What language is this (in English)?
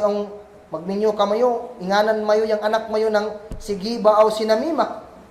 Kagan Kalagan